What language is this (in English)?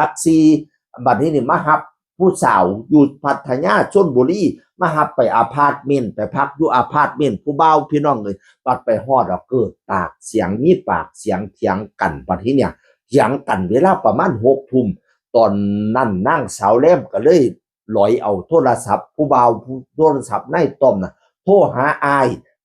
Northeastern Thai